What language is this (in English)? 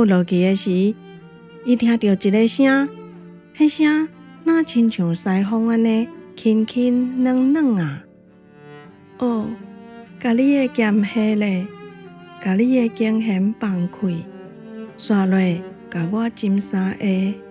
Min Nan Chinese